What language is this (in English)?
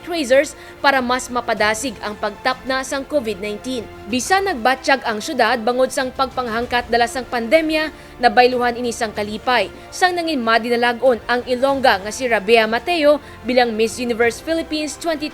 Hiligaynon